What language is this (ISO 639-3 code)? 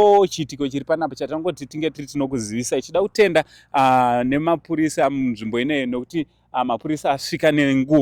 sna